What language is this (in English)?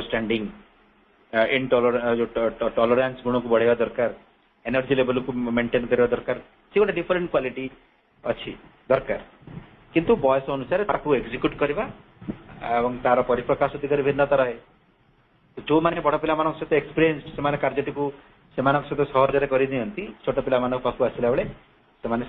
Odia